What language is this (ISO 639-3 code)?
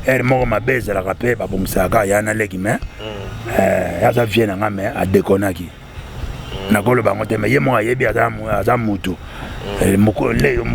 lin